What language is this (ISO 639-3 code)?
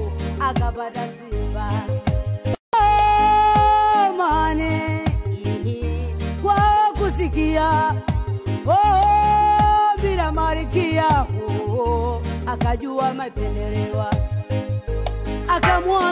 swa